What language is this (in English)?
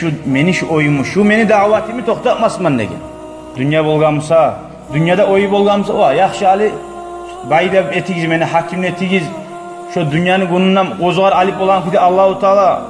Kumyk